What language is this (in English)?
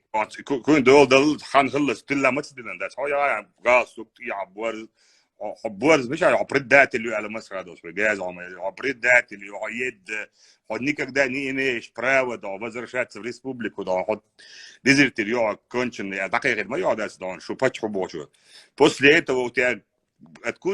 Chechen